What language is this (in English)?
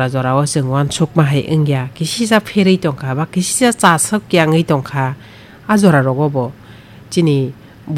Kok Borok